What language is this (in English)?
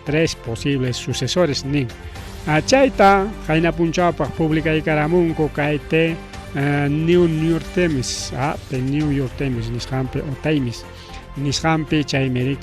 Ayacucho Quechua